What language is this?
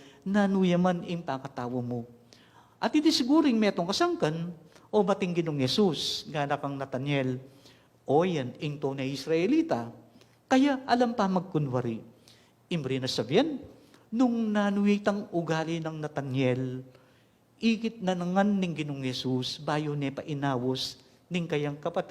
Pampanga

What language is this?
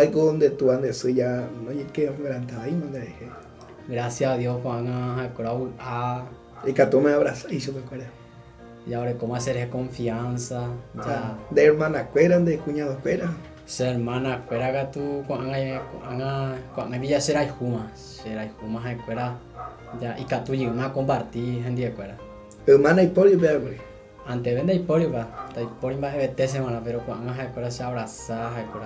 Guarani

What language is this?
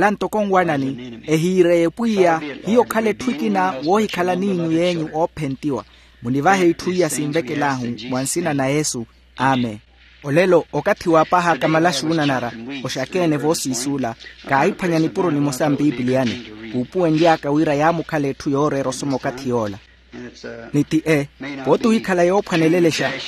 Makhuwa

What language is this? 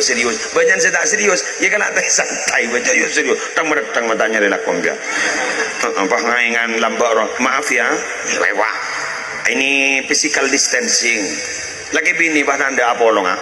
Madurese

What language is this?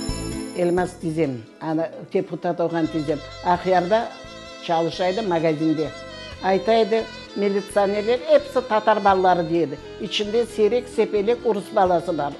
Crimean Tatar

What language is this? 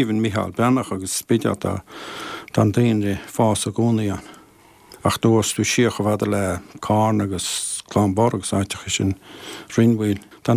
Irish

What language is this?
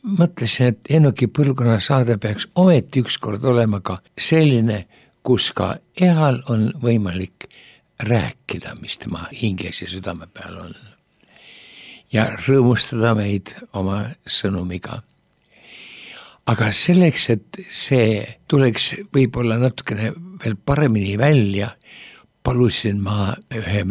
Estonian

